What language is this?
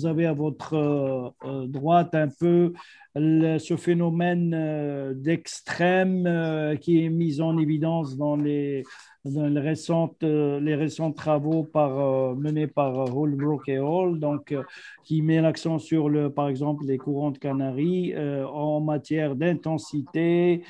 French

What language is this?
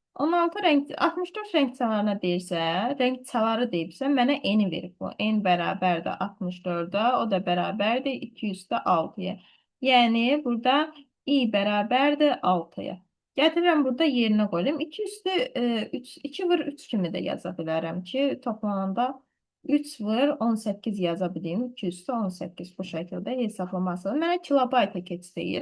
Azerbaijani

